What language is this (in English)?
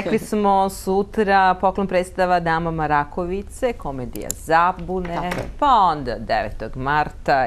Serbian